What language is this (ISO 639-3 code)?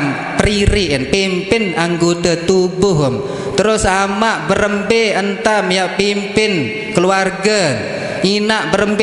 sas